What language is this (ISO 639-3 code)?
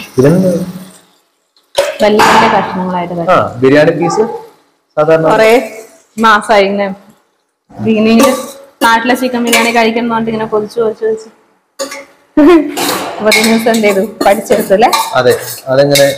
mal